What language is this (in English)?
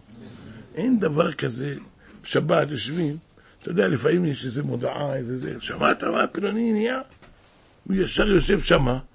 Hebrew